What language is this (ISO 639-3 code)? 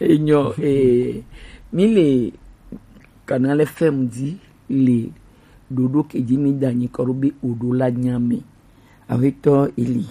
gej